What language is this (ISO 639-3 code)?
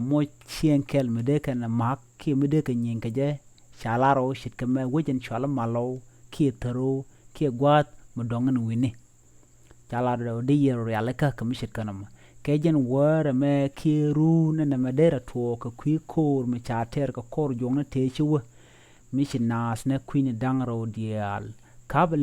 nus